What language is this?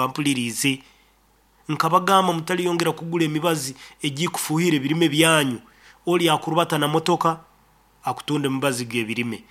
Nyankole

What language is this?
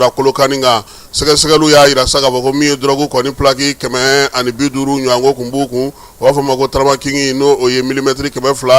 Bambara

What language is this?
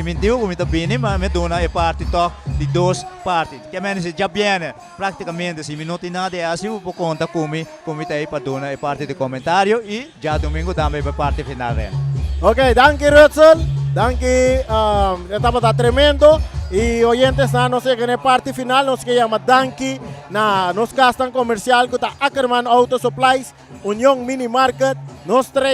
Papiamento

